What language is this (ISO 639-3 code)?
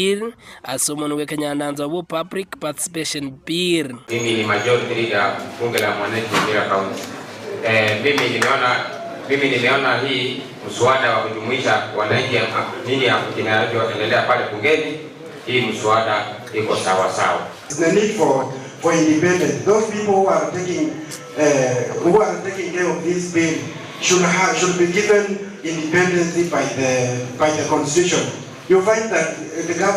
guz